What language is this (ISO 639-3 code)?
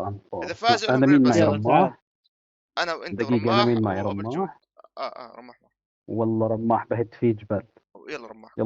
apc